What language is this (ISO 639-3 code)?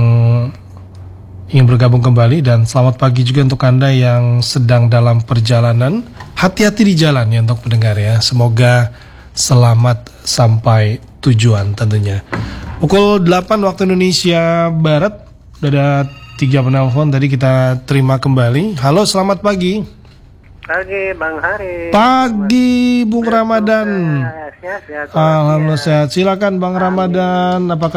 ind